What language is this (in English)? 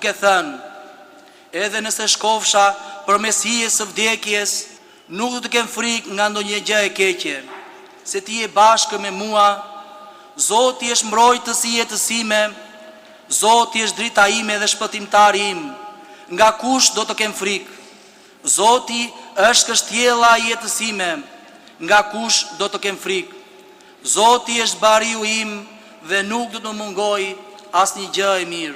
Albanian